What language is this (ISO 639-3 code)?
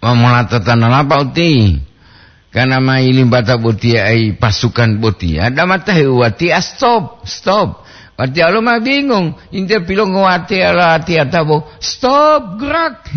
gor